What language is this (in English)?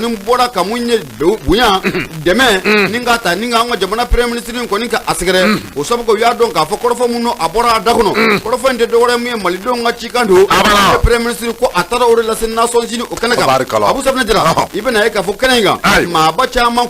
Bambara